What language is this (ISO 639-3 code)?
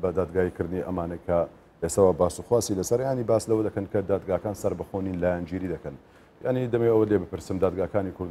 ckb